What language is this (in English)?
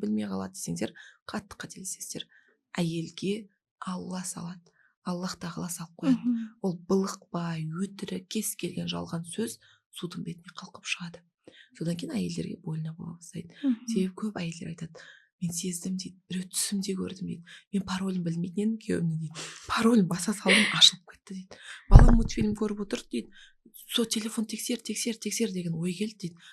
Kazakh